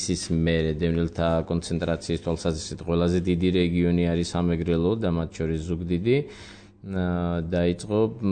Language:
Georgian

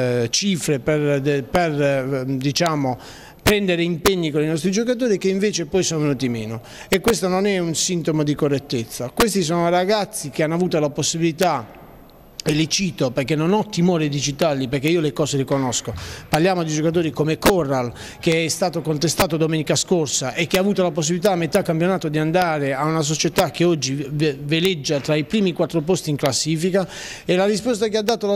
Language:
Italian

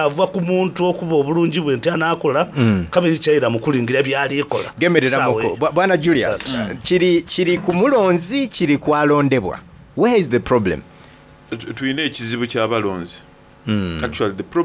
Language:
Soga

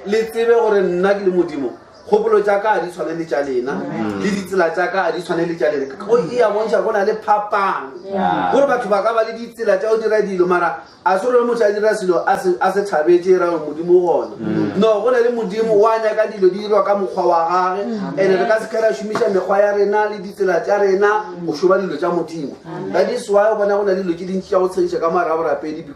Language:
Northern Sotho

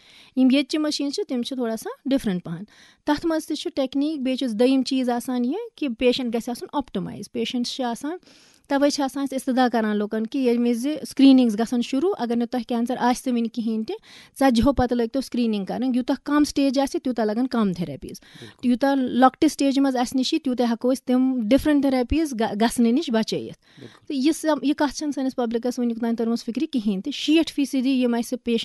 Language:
Kashmiri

